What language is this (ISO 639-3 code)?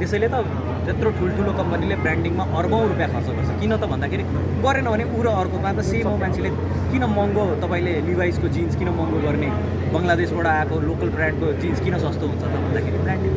nep